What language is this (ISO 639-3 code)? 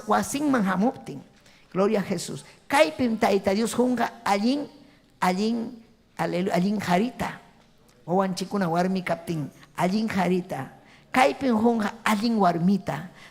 quy